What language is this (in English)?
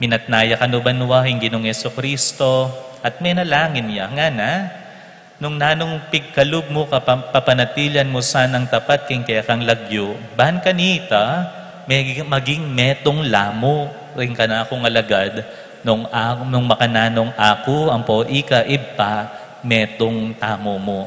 Pampanga